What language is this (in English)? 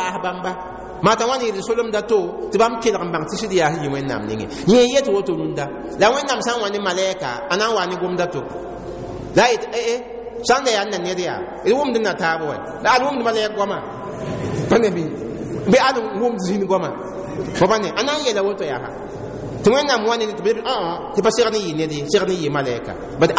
Mossi